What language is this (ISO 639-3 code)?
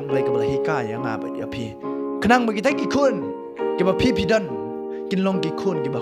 kha